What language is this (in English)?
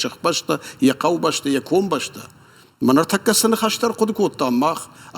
Ossetic